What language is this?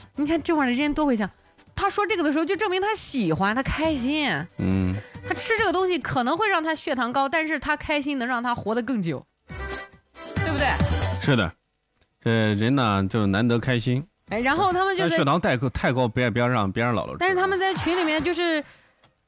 Chinese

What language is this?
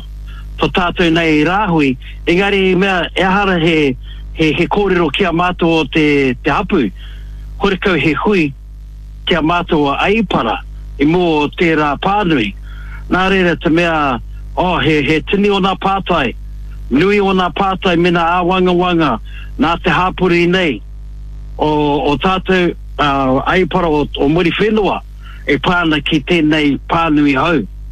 Māori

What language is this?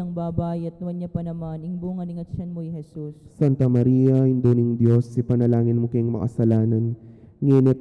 Pampanga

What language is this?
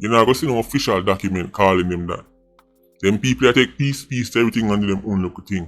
Jamaican Creole English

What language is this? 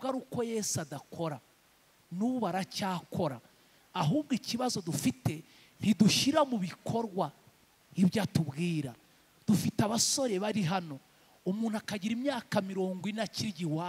Kinyarwanda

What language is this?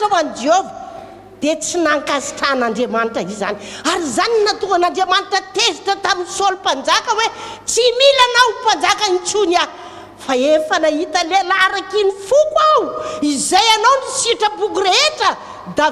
Malagasy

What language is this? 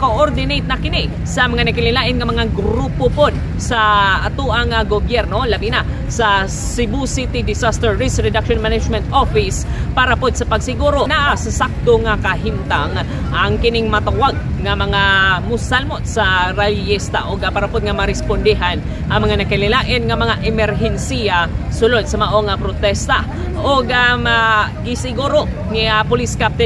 Cebuano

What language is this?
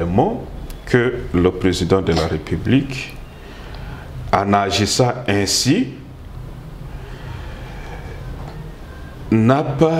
French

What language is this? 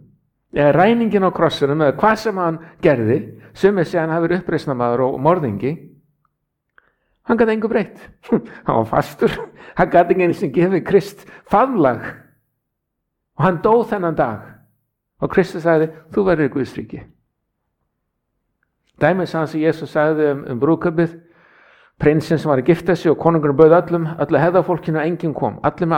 Icelandic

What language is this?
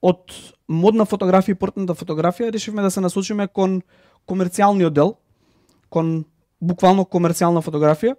Macedonian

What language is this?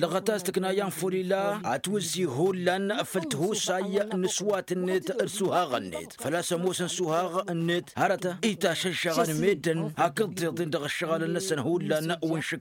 Tamasheq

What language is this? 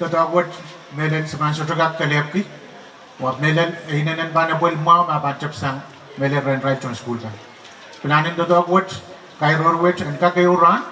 Pohnpeian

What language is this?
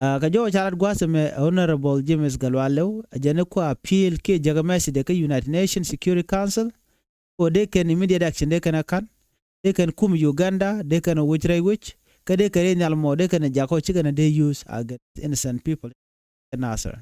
Nuer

